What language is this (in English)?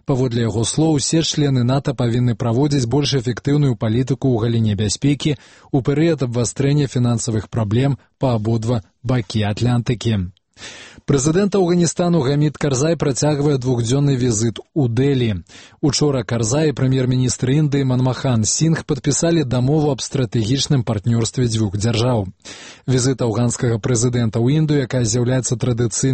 Belarusian